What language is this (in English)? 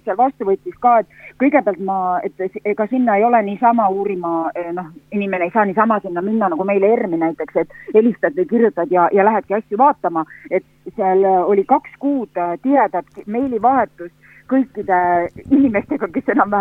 Estonian